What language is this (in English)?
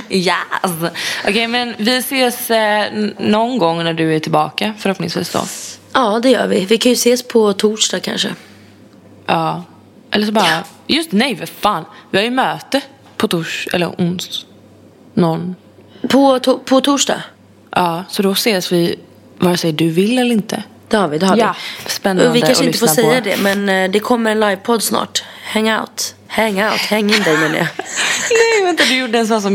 Swedish